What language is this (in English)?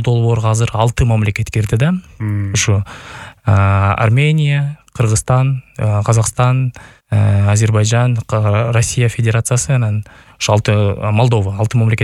Kyrgyz